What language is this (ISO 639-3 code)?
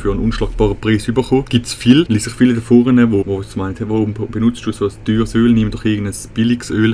gsw